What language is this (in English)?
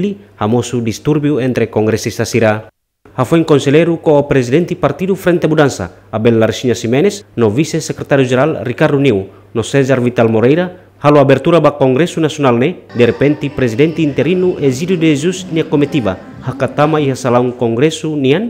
Tetum